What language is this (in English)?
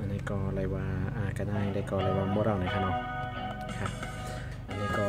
Shan